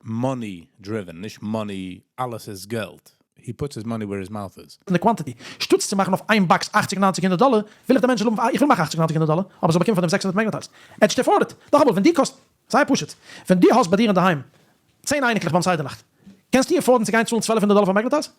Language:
Yiddish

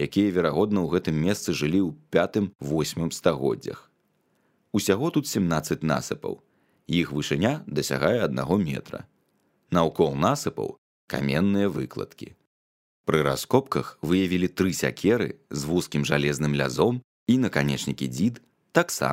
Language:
Belarusian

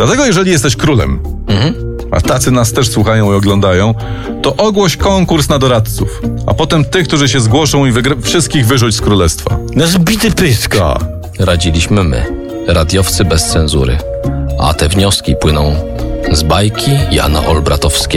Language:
Polish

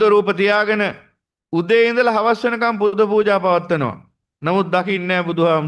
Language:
Sinhala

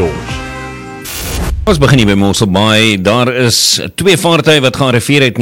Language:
Afrikaans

